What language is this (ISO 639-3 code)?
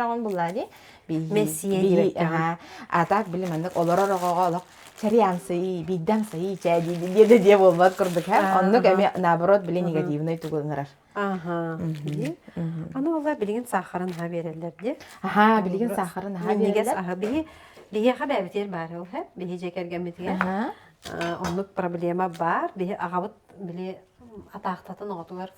sah